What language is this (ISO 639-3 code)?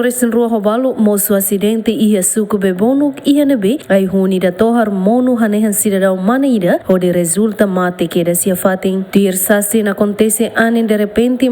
tet